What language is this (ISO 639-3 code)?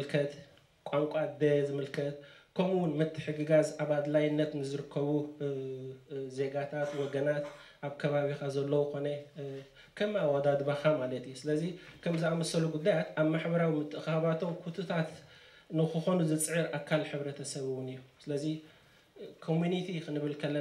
tir